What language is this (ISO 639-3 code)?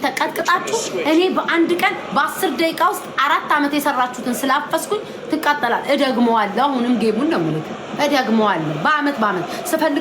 amh